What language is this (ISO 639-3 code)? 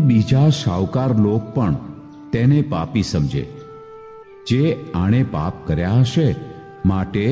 guj